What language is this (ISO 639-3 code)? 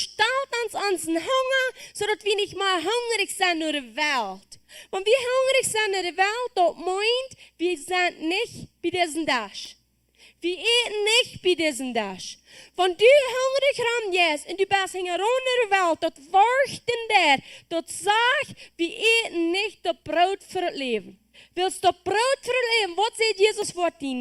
pdt